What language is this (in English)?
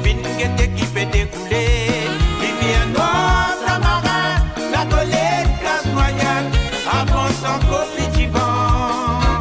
Morisyen